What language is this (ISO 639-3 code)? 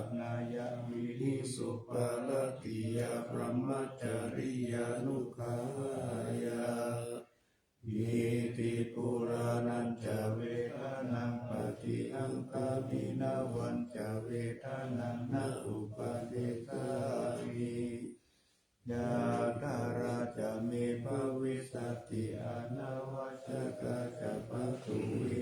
pli